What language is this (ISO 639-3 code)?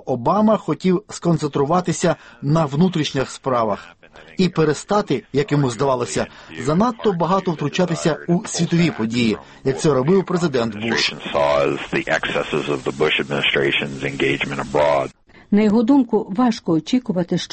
ukr